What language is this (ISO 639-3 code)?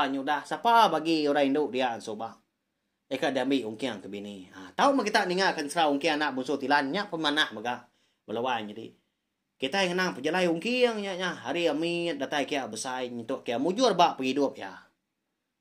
iba